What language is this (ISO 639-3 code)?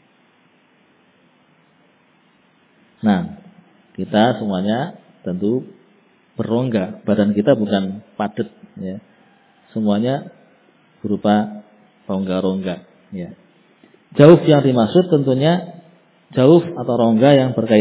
ind